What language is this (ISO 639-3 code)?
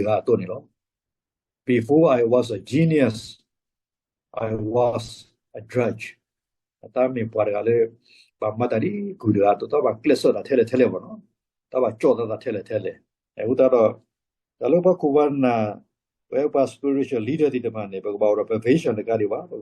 ksw